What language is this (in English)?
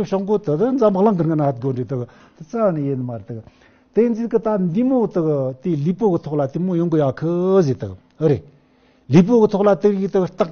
Tibetan